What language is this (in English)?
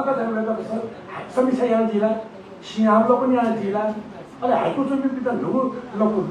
Newari